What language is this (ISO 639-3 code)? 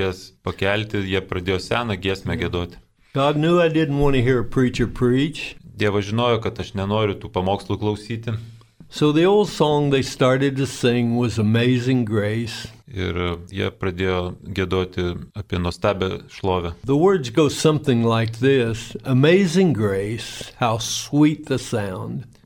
lit